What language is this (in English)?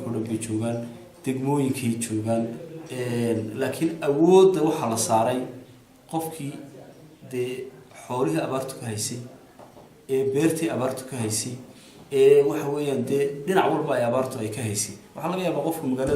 Somali